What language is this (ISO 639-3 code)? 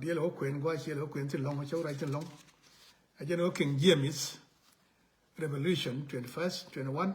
nus